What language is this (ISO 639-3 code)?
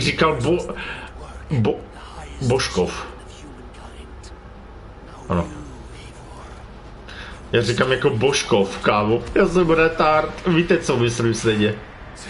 ces